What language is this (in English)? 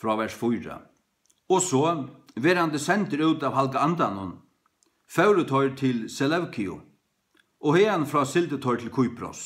Faroese